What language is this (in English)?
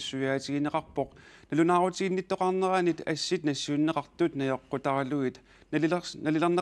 Kalaallisut